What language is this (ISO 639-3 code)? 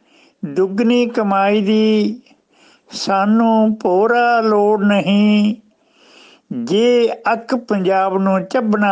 pan